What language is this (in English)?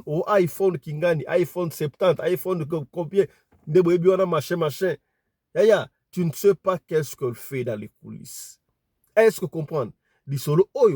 Lingala